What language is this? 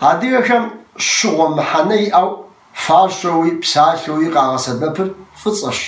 Kabardian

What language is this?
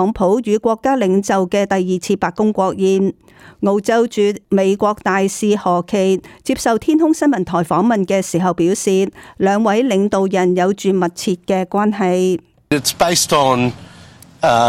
Cantonese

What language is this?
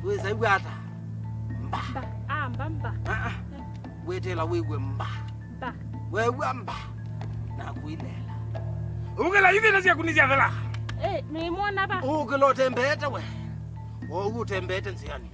Kamba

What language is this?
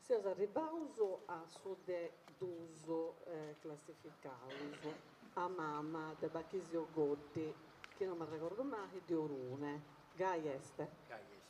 Sardinian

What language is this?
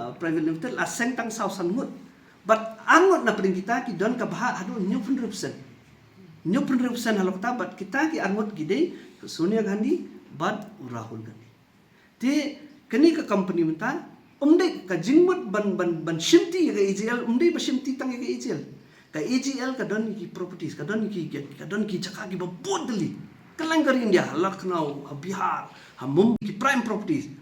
Khasi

